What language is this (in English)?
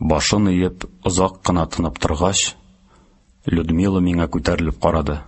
Tatar